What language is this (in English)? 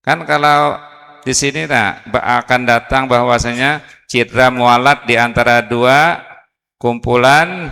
Banjar